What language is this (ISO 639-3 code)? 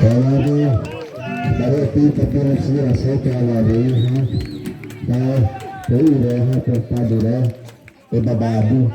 xav